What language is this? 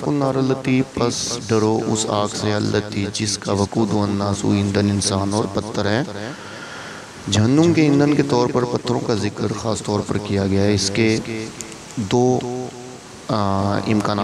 Urdu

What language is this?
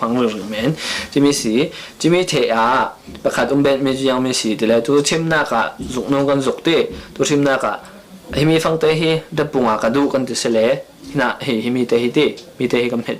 Falam Chin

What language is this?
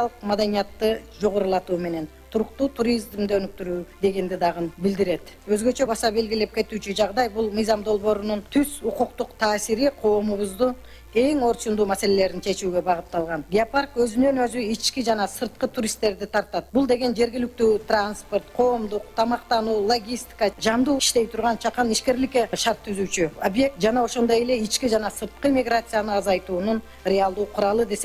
Kyrgyz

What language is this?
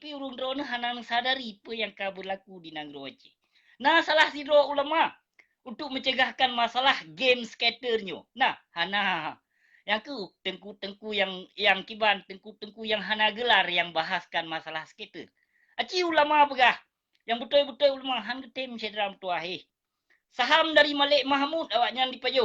Achinese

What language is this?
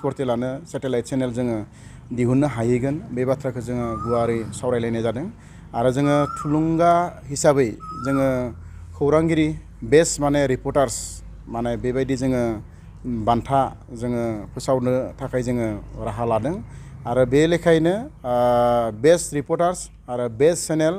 Bodo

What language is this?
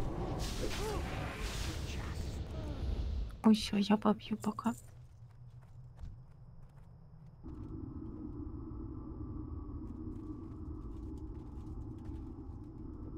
Russian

